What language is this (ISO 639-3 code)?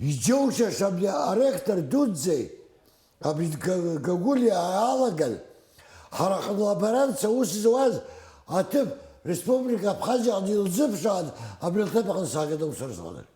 abk